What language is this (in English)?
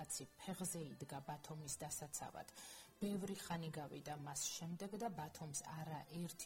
Georgian